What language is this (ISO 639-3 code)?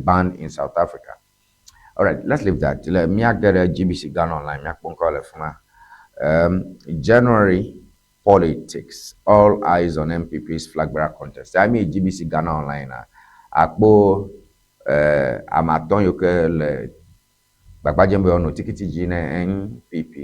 ewe